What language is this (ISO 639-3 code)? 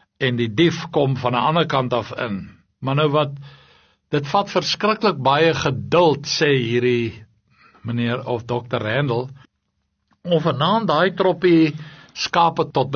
afr